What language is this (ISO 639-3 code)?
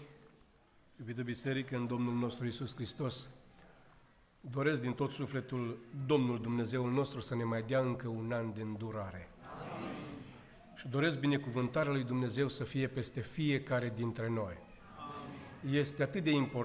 ron